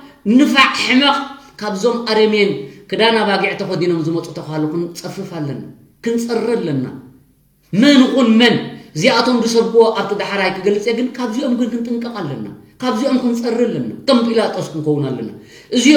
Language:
Tigrinya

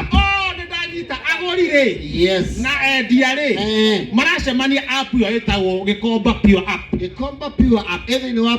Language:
Kikuyu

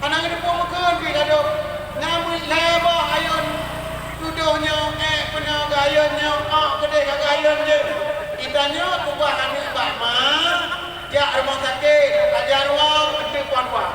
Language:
Achinese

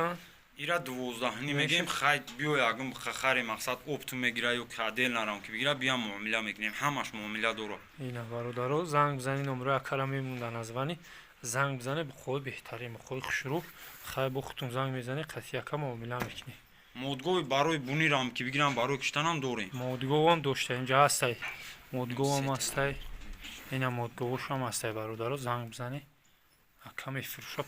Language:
Tajik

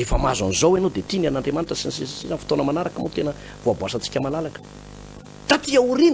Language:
Malagasy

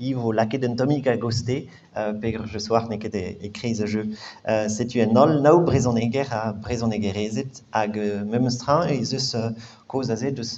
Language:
Breton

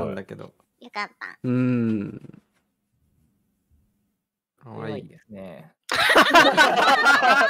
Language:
Japanese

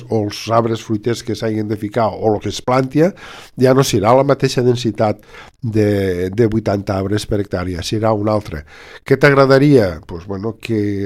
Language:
Catalan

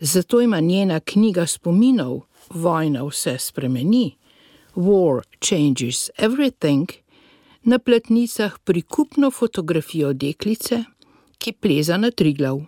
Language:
Slovenian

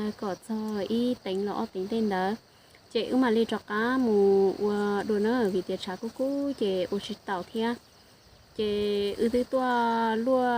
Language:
Hmong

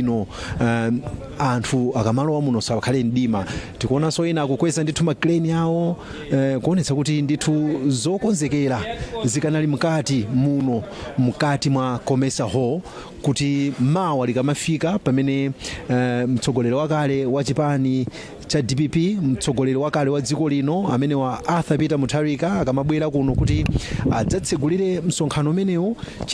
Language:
Nyanja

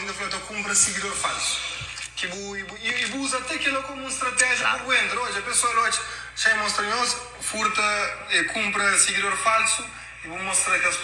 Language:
Kabuverdianu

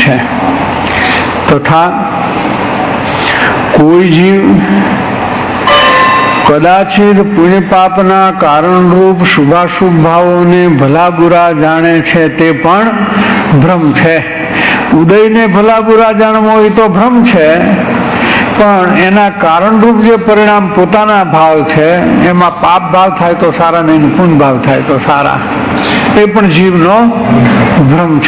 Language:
Gujarati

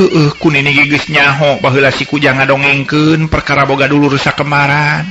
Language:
Sundanese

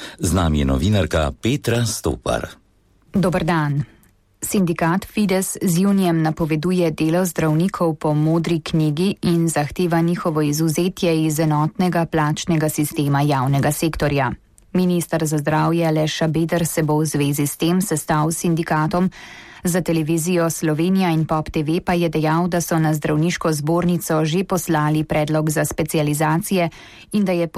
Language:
Slovenian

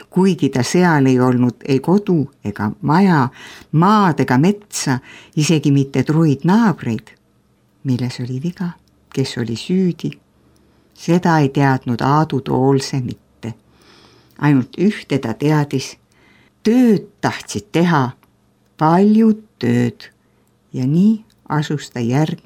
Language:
Estonian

